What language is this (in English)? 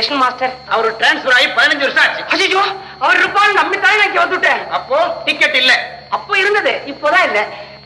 Tamil